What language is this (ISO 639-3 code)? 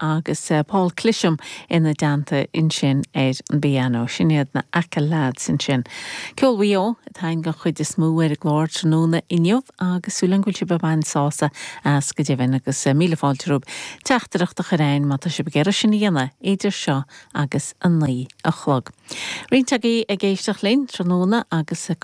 gle